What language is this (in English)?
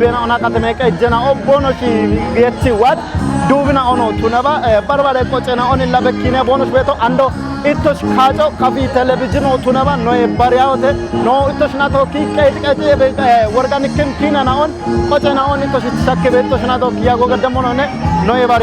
Kafa